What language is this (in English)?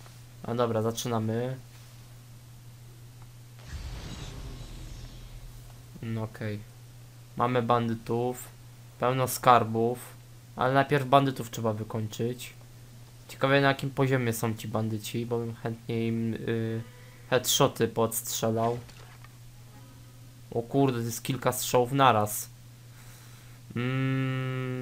Polish